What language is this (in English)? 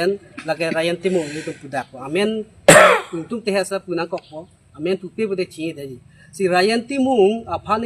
Karbi